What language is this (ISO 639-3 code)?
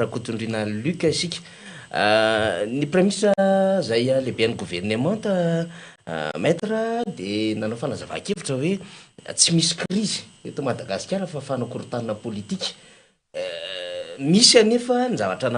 mlg